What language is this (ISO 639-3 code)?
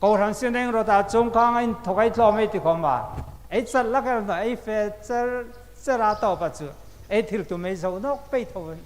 hmr